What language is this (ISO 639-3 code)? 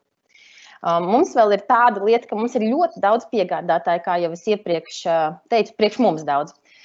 lav